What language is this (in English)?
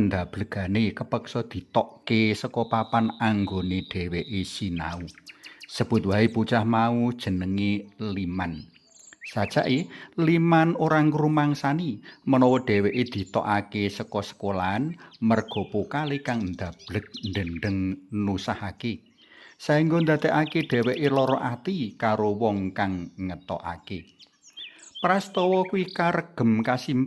Javanese